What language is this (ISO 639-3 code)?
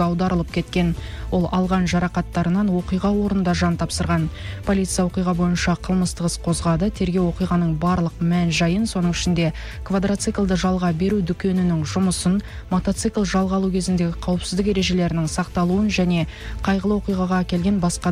kaz